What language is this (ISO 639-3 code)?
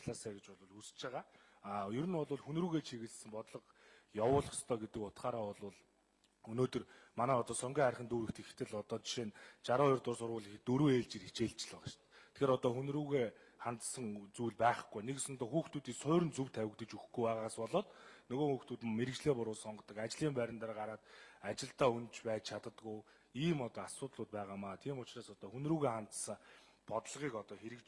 mon